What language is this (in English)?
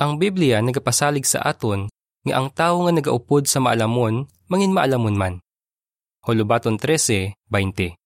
Hiligaynon